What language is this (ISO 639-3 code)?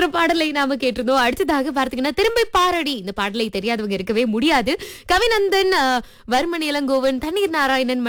tam